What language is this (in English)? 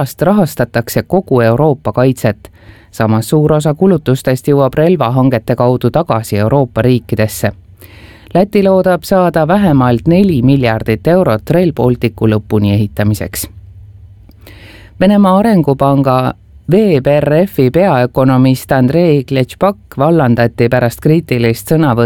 Estonian